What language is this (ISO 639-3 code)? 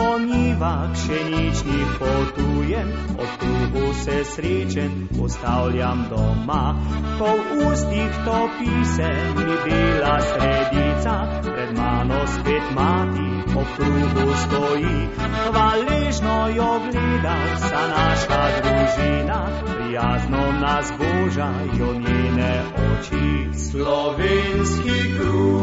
slv